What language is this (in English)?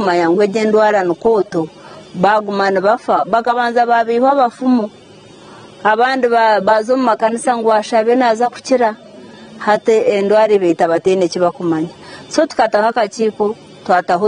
Nyankole